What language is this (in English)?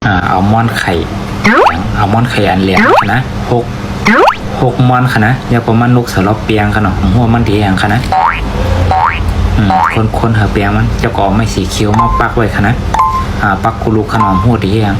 Shan